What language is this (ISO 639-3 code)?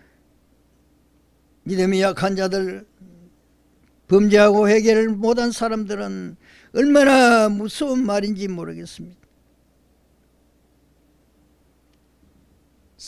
kor